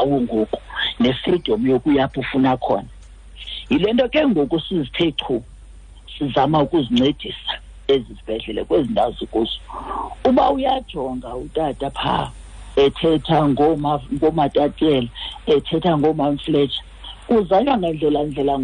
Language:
Xhosa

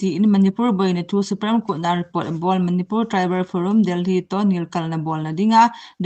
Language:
Thado Chin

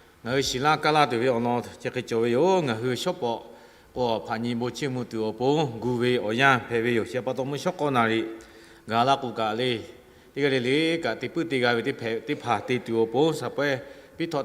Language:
Lahu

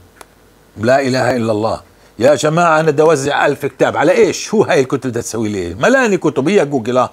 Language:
North Levantine Arabic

